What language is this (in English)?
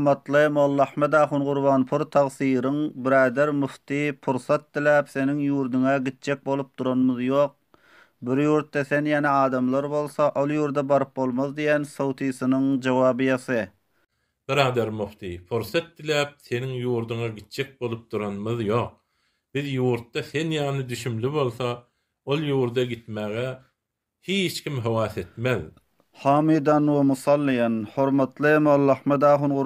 Turkmen